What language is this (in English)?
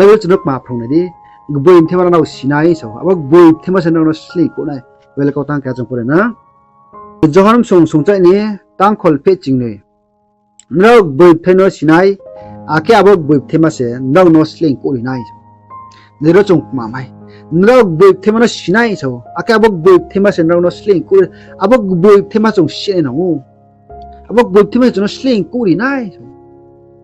Riang (India)